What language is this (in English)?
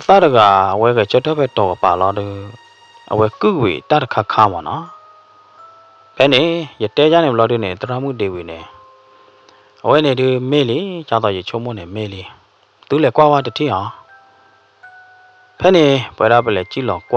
S'gaw Karen